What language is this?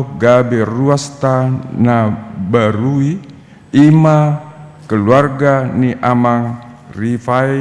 Batak Toba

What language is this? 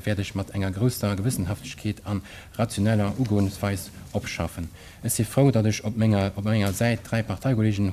Luxembourgish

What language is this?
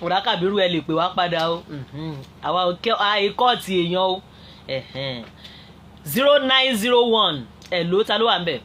Yoruba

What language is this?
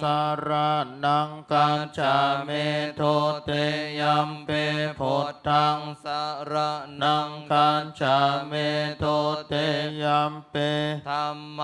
Pali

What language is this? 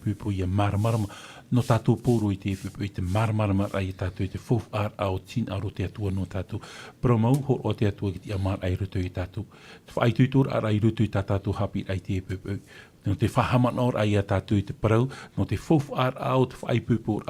Tahitian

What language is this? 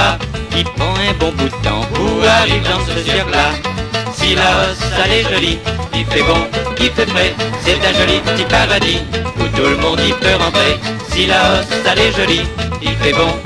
Réunion Creole French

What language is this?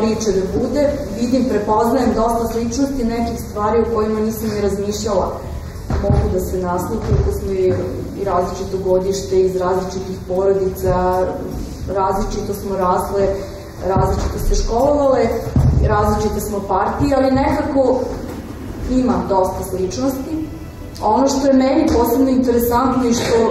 Serbian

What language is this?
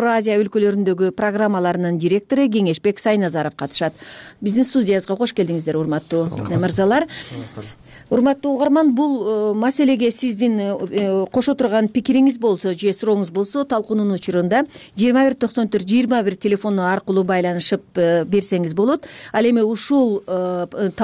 Kyrgyz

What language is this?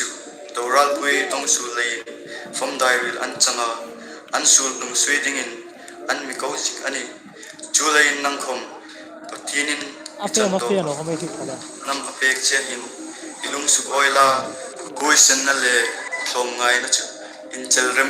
Hmar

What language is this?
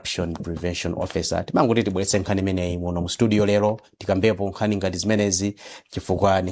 Nyanja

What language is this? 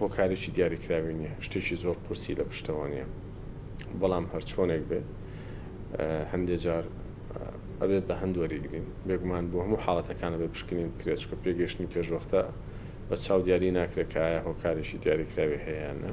Central Kurdish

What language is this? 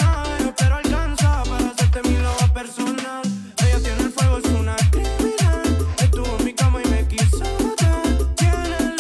Spanish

